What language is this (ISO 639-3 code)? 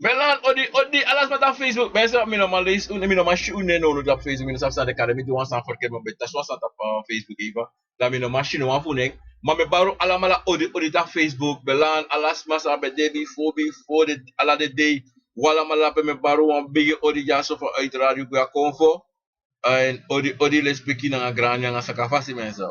srn